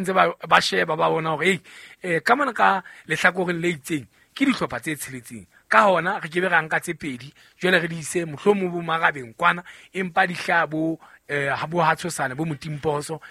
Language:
Southern Sotho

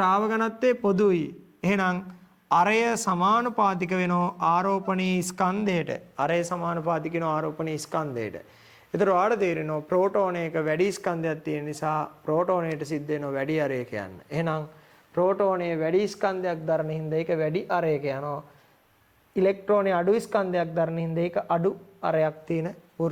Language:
Sinhala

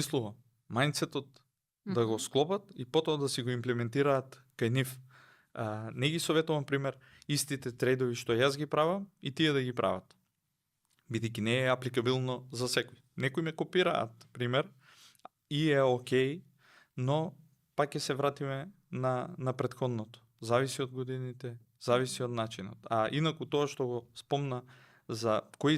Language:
Macedonian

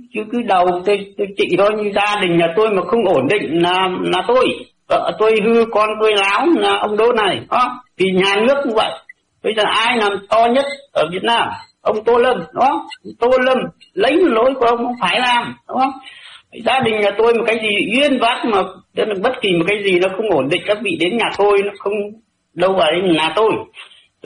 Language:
Vietnamese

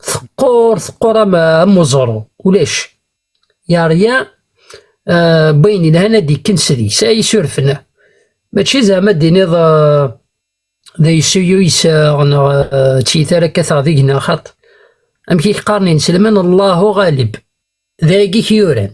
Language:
Kabyle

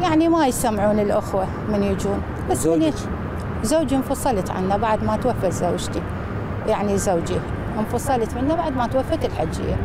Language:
Mesopotamian Arabic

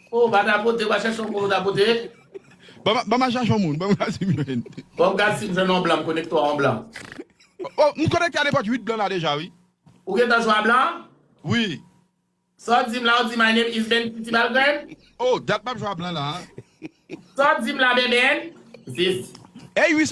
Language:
Haitian Creole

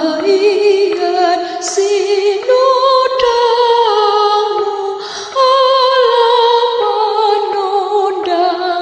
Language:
Batak Toba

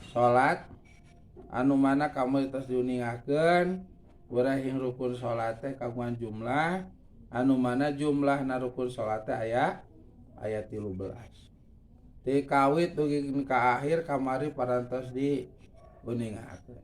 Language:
Sundanese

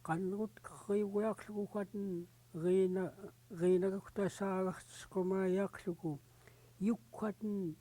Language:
Central Yupik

